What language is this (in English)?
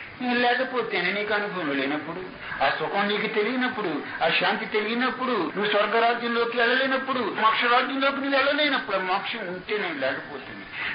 Telugu